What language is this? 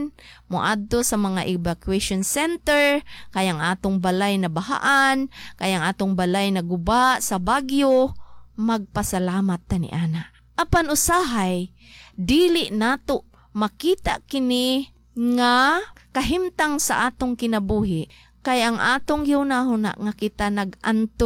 Cebuano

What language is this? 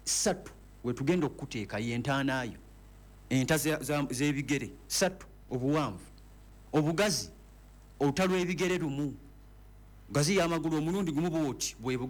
Ganda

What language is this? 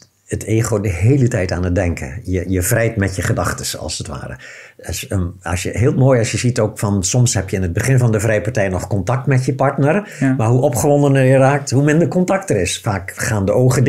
Dutch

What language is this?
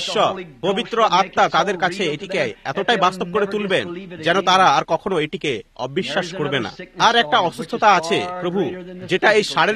Bangla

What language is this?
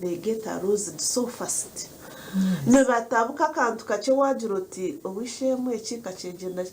Nyankole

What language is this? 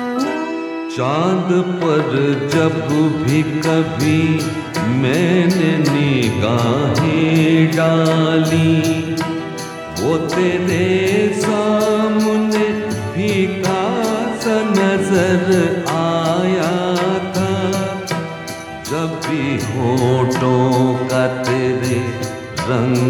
Hindi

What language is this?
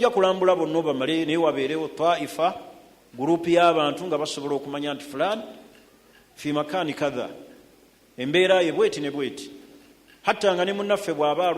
Ganda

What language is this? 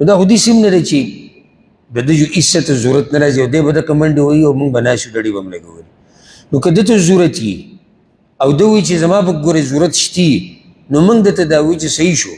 Pashto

